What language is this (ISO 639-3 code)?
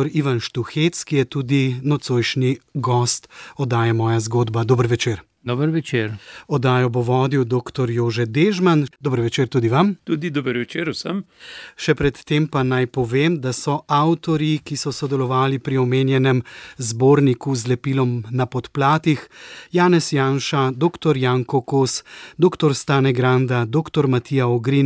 slv